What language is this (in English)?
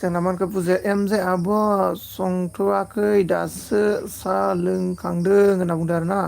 Bodo